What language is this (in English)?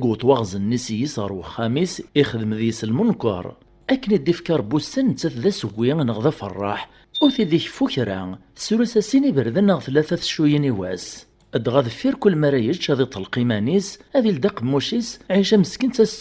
Kabyle